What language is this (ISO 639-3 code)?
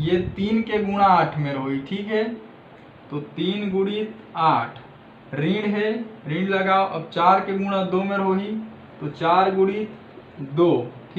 hne